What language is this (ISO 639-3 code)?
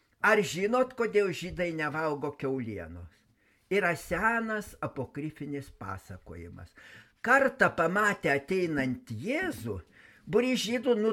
lit